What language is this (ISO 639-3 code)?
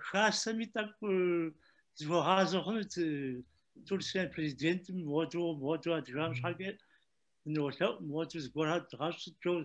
kbd